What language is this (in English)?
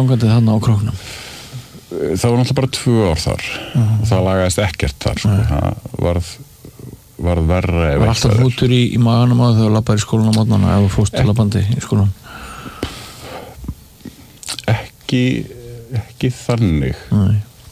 Icelandic